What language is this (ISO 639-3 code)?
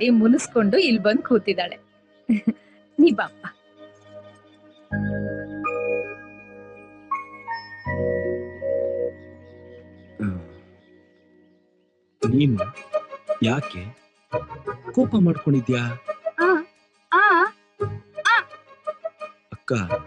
kan